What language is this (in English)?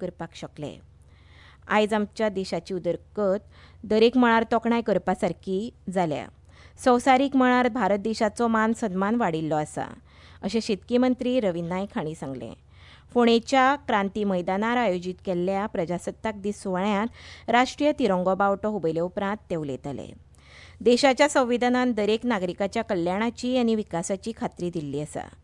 Konkani